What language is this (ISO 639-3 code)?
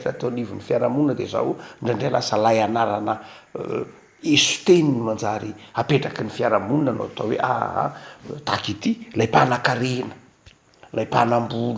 mlg